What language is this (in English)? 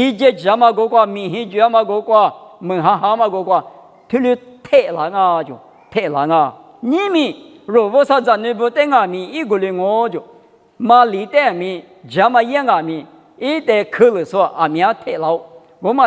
Lisu